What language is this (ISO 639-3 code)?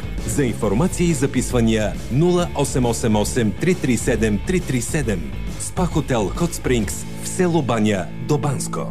bul